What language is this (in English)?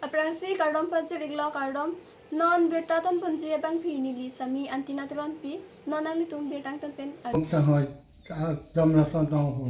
Karbi